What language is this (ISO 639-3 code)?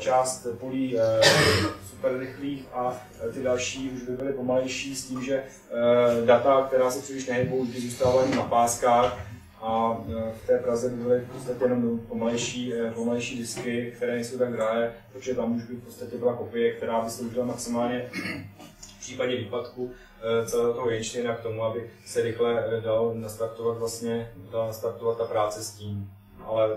ces